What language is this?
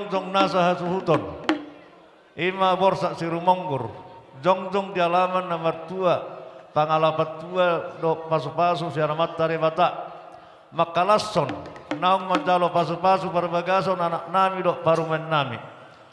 Batak Toba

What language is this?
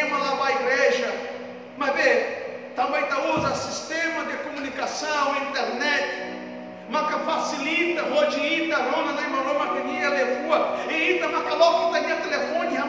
Tetum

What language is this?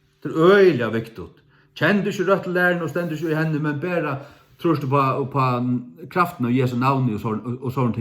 Faroese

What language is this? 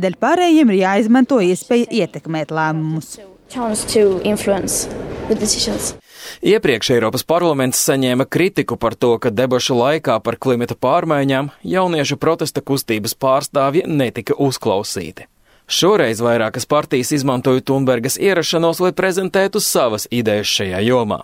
Latvian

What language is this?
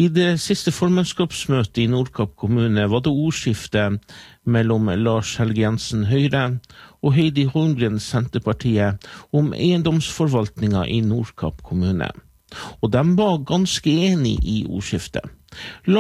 Norwegian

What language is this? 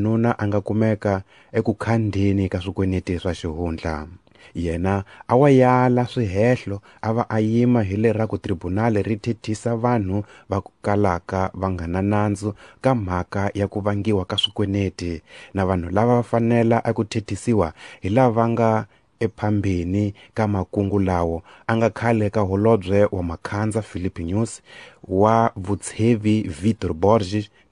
Tsonga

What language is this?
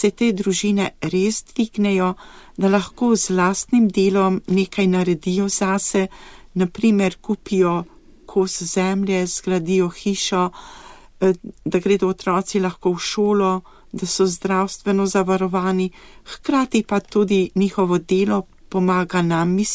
Slovenian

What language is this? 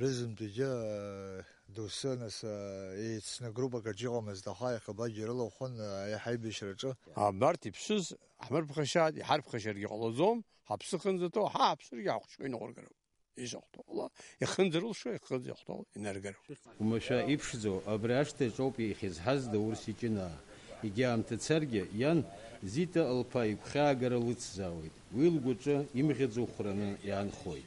Abkhazian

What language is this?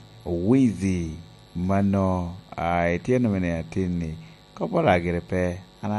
Lango (Uganda)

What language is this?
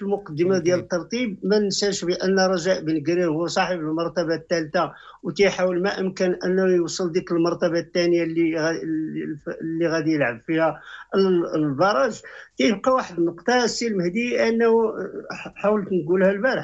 Moroccan Arabic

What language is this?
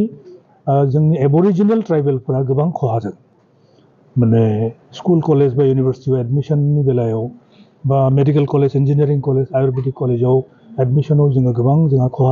Bodo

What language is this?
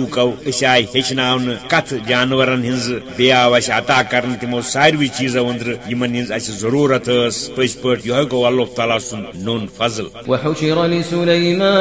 Kashmiri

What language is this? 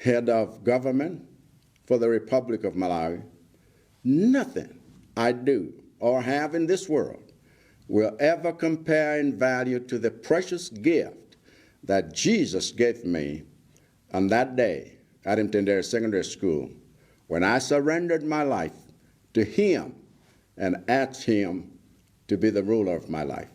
English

